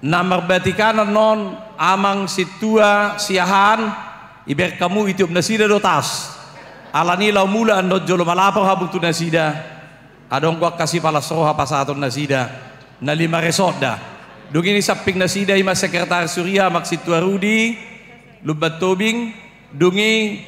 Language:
Batak Toba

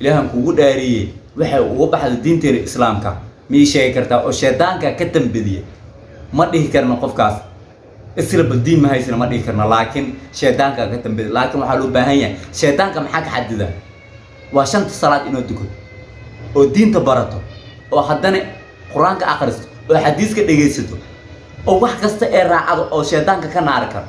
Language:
Somali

